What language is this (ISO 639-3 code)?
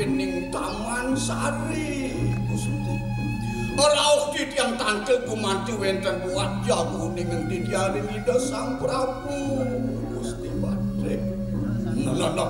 ban